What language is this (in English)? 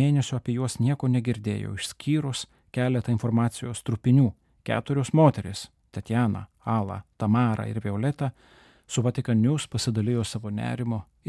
Lithuanian